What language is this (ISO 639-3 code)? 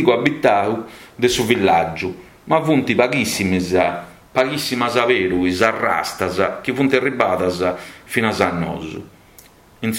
srd